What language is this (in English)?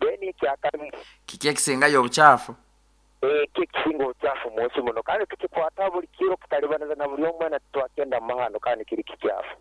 Nyoro